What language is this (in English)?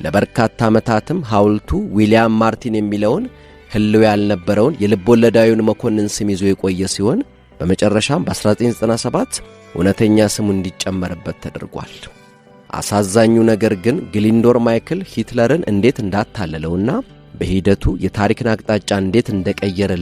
Amharic